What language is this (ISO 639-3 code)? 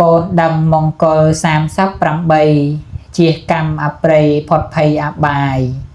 khm